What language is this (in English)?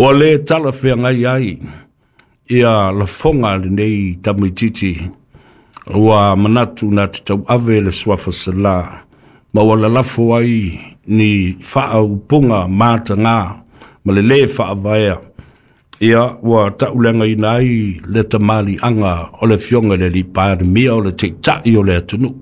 Samoan